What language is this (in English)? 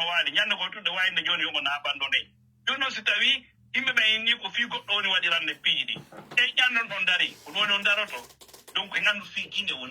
Fula